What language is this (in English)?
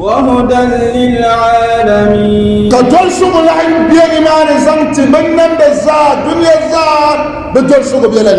Dagbani